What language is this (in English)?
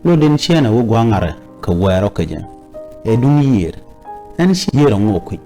Nuer